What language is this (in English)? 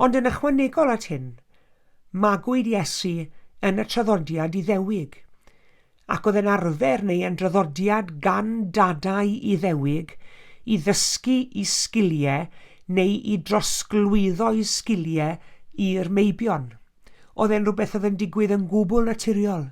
Welsh